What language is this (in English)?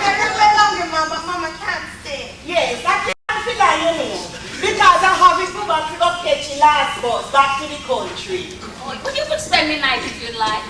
Jamaican Creole English